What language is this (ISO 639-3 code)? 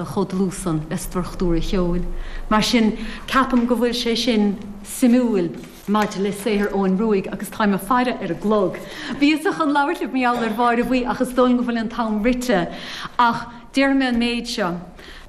gle